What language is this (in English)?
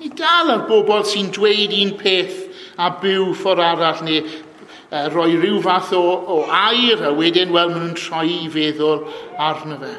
Welsh